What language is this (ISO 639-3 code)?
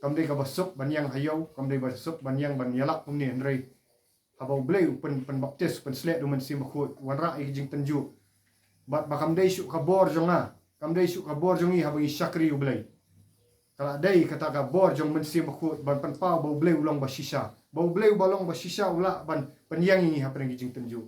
kha